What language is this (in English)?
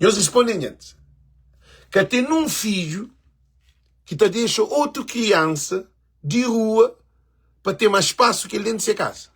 Kabuverdianu